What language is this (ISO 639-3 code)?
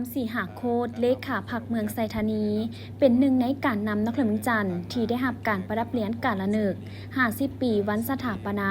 lao